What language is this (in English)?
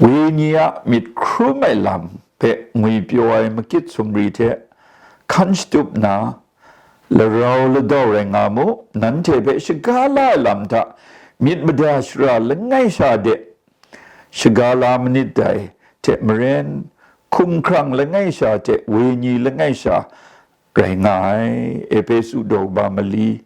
Kachin